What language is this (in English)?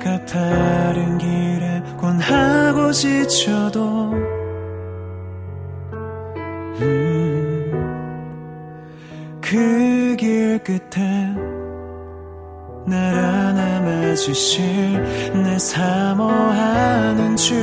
Korean